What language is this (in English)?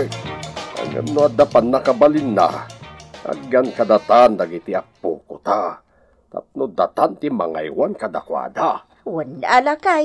Iloko